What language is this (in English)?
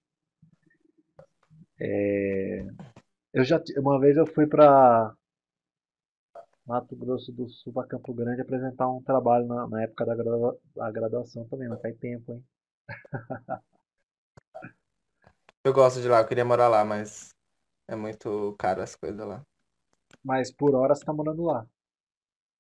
Portuguese